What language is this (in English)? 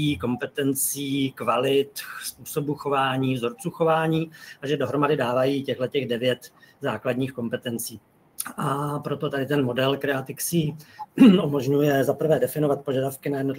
Czech